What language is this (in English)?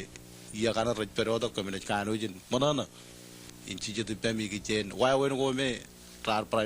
Marshallese